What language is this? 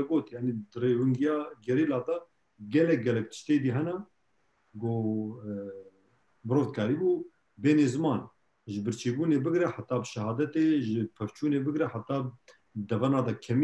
Kurdish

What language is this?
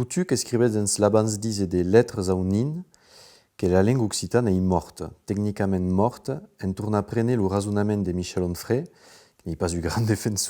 Occitan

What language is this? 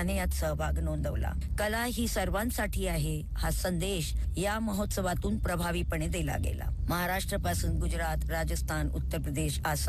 Marathi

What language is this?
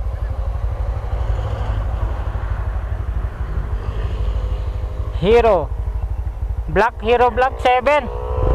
Filipino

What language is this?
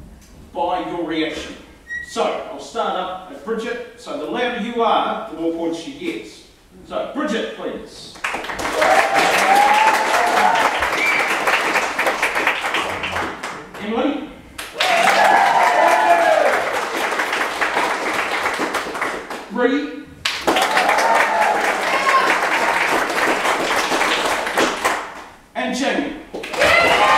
English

